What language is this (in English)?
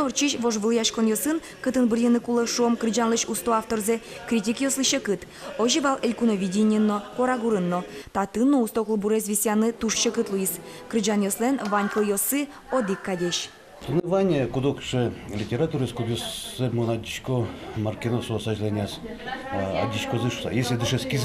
Udmurt